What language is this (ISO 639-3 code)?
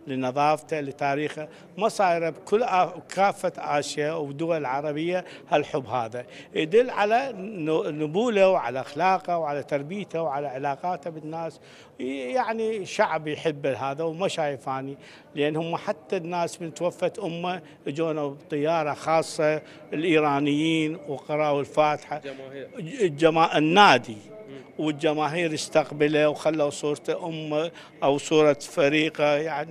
acm